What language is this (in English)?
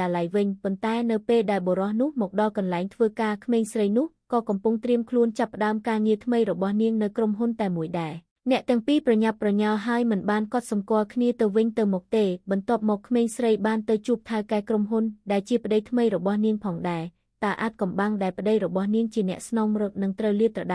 Khmer